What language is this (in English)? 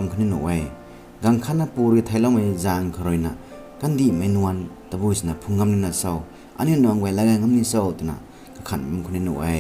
Rongmei Naga